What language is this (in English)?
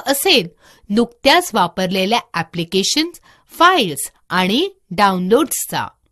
Marathi